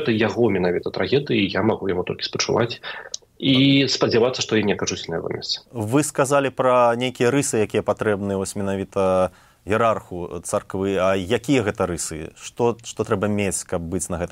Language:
Belarusian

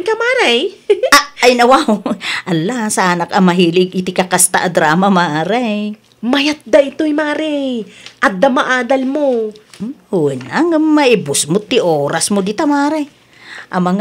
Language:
Iloko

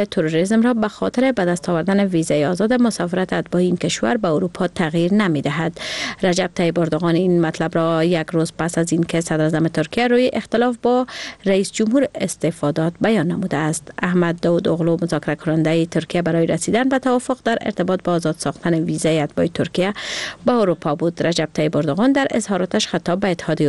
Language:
Persian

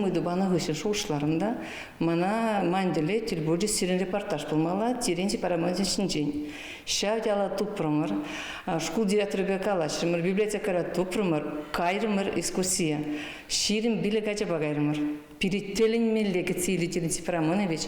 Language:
Chuvash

